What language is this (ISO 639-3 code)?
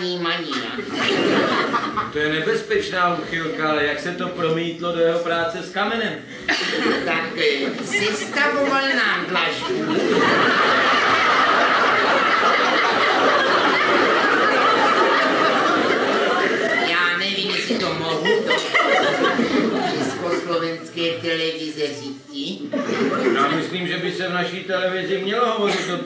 ces